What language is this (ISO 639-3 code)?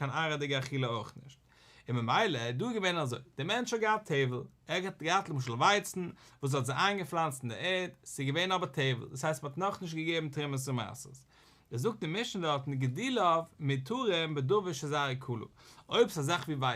yid